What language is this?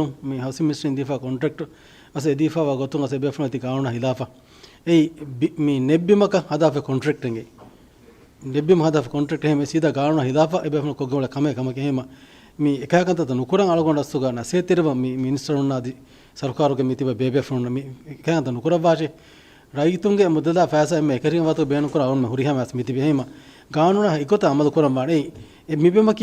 Divehi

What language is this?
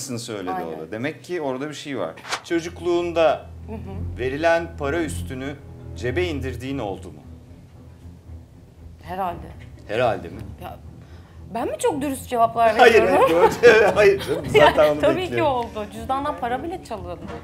Turkish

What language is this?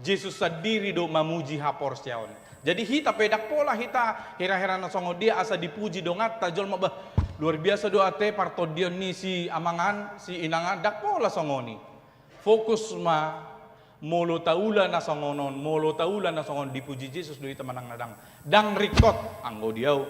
Batak Toba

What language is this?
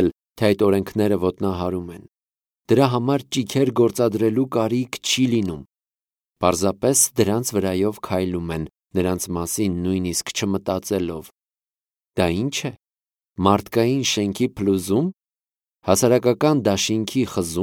Armenian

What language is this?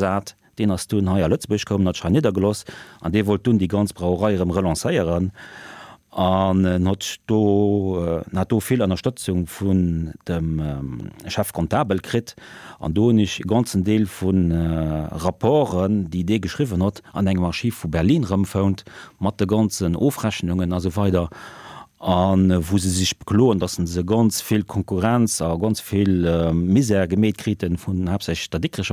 Luxembourgish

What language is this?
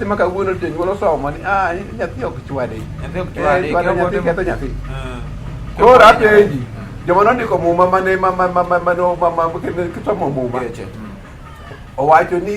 Luo (Kenya and Tanzania)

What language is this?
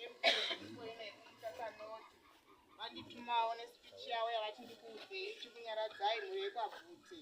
Shona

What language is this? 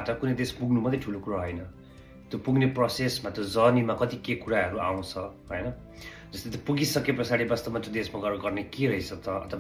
Nepali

